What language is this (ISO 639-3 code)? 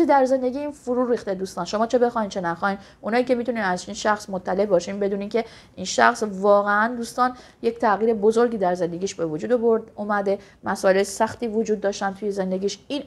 fas